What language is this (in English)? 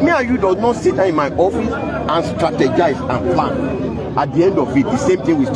Yoruba